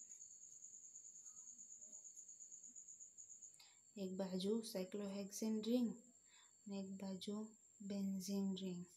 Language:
Gujarati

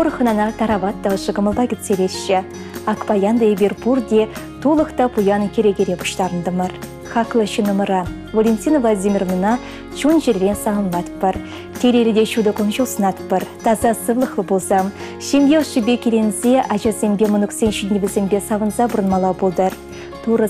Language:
Chuvash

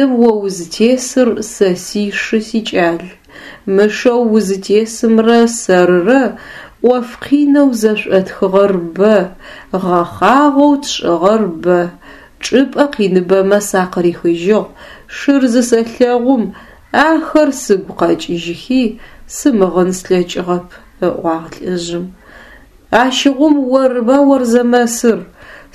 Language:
Adyghe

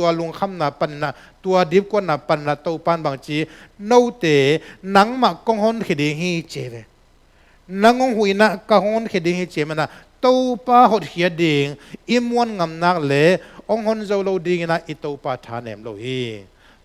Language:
Tedim Chin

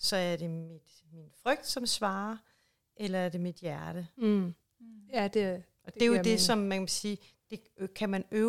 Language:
Danish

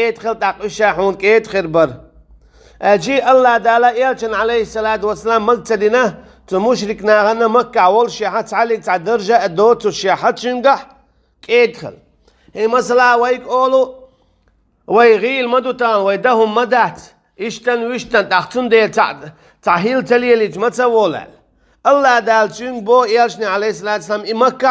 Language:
Chechen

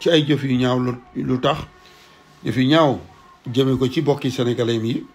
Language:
Wolof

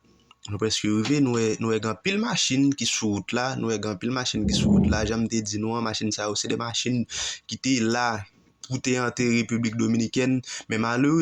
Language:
Haitian Creole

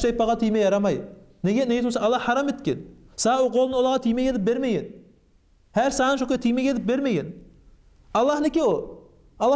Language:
Kumyk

